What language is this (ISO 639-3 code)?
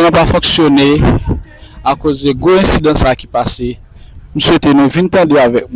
hat